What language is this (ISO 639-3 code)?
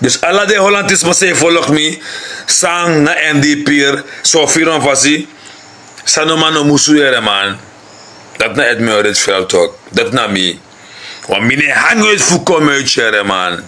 srn